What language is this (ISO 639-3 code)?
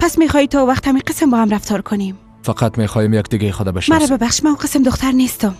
fas